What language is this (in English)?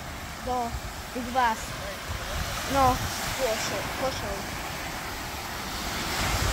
Slovak